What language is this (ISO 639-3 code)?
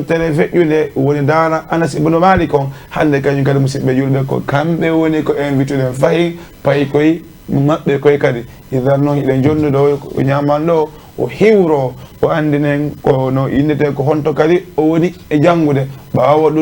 ful